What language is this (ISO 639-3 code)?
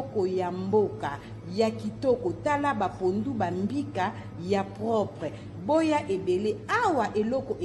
lin